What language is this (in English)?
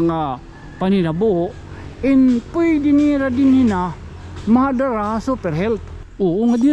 Waray